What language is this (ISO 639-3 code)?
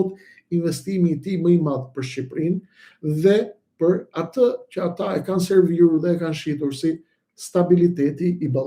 sqi